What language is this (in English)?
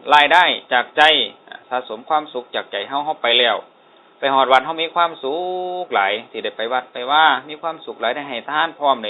Northeastern Thai